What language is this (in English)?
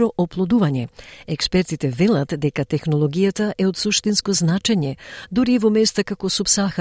Macedonian